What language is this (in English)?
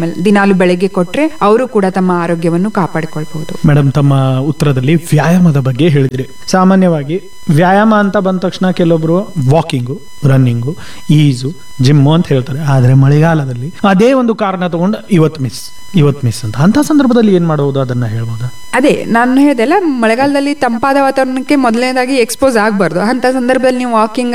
Kannada